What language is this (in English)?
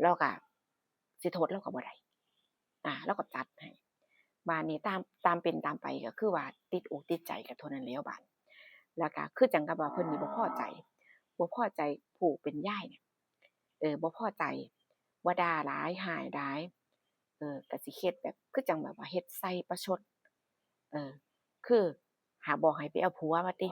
Northeastern Thai